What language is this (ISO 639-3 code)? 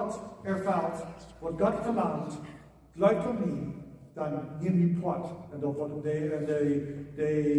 pdt